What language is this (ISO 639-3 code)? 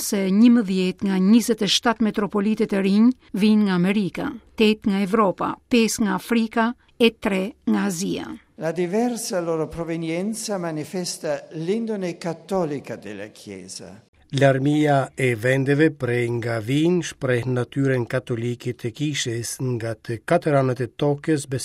sqi